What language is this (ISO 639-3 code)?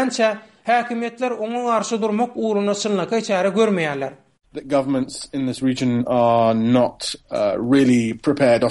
tuk